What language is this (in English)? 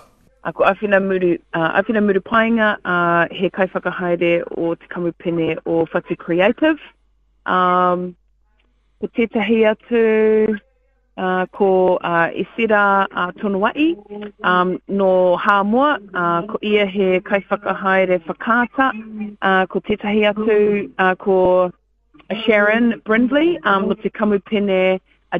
Māori